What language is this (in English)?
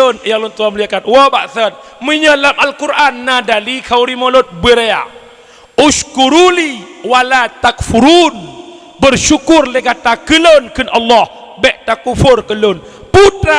Achinese